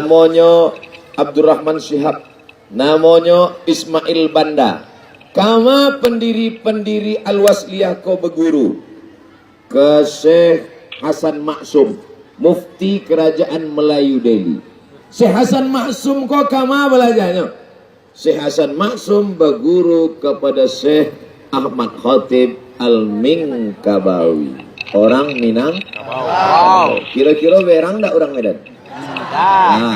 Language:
Minangkabau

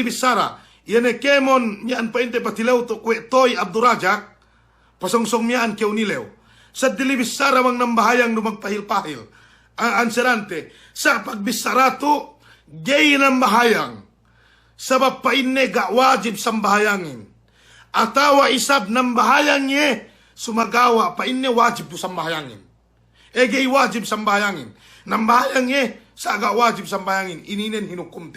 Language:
Yakan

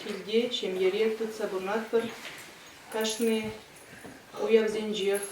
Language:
Chuvash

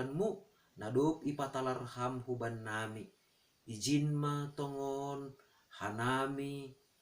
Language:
Batak Simalungun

